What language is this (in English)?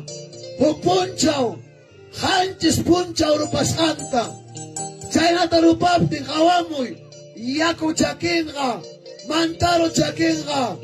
Ayacucho Quechua